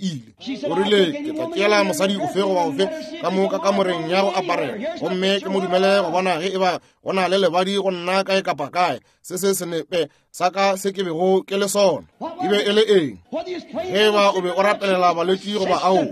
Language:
Northern Sotho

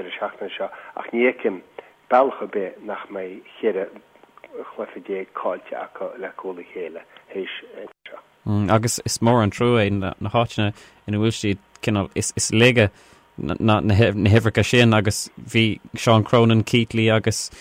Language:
Irish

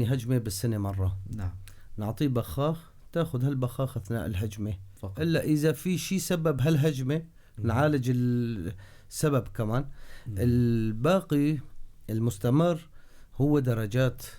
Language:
North Levantine Arabic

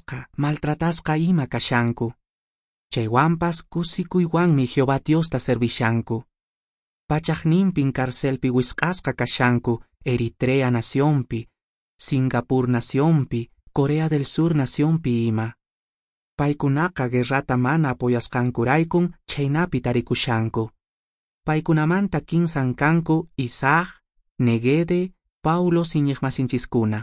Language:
Quechua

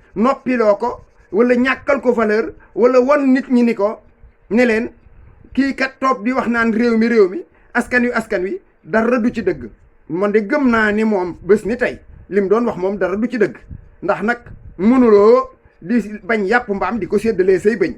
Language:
Wolof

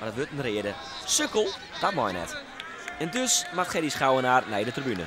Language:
Western Frisian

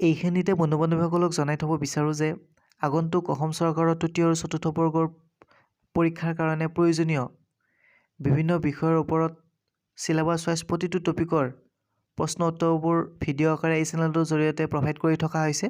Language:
Assamese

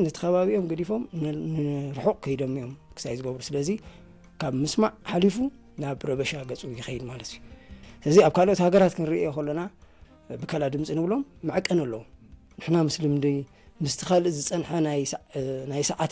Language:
Tigrinya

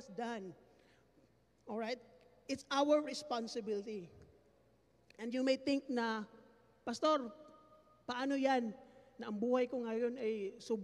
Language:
Filipino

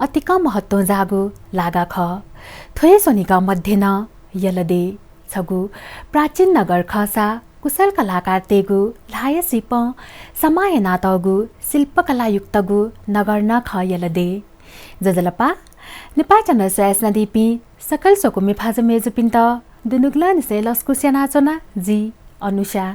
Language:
Newari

